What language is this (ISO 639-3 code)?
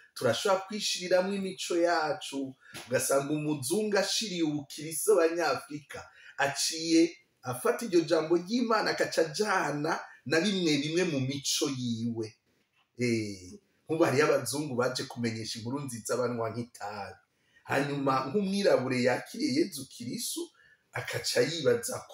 run